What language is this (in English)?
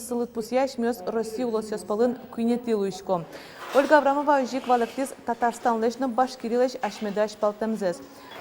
Udmurt